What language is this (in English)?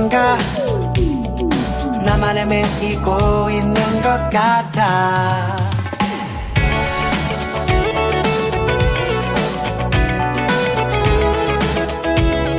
Korean